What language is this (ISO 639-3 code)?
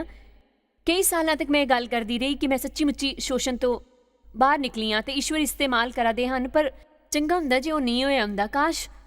doi